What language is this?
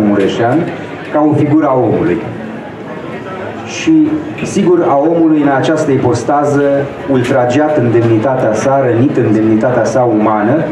Romanian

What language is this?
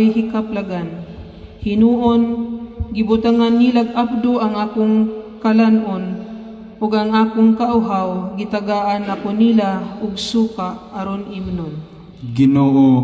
Cebuano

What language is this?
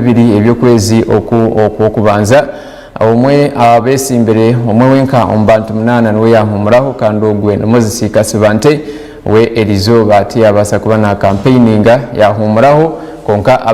Nyankole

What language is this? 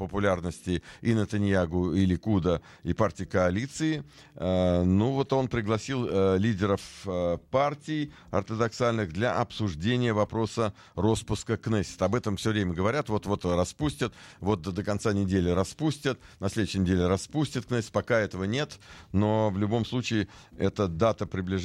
Russian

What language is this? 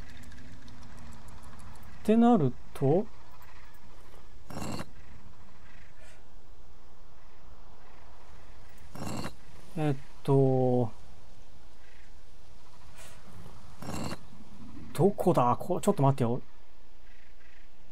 Japanese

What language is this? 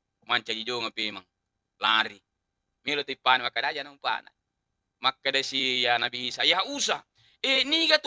Buginese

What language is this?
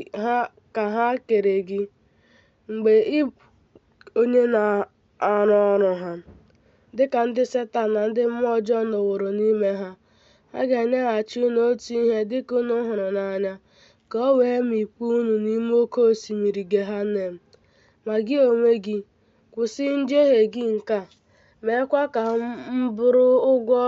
Igbo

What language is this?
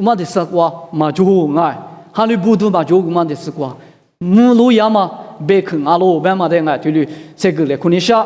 Lisu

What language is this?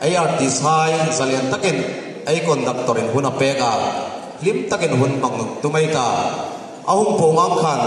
Hmar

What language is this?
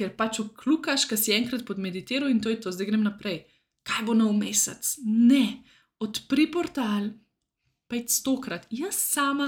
Slovenian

